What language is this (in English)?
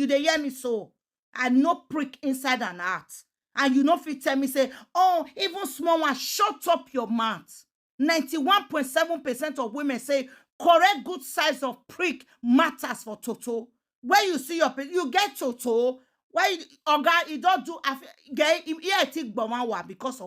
Nigerian Pidgin